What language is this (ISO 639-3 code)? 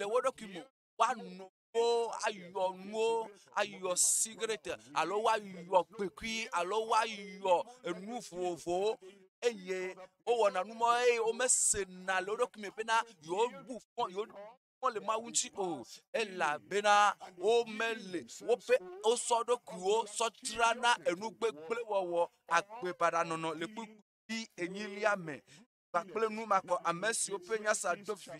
ewe